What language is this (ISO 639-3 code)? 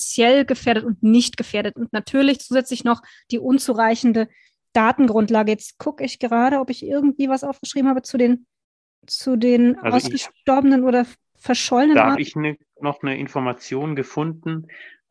deu